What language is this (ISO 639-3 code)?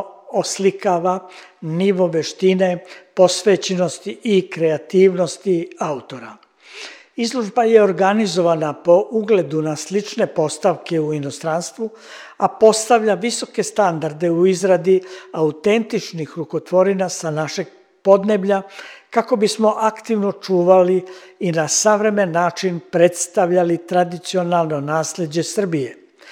srp